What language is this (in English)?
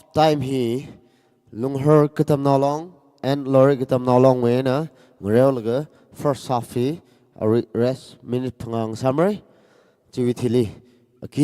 Tangkhul Naga (India)